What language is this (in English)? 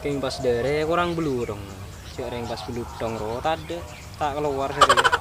Madurese